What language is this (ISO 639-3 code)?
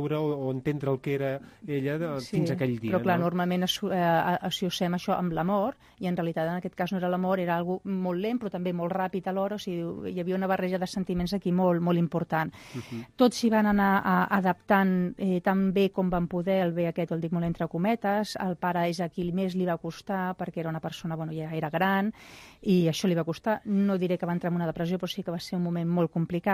cat